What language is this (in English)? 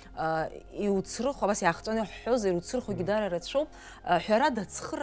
Abkhazian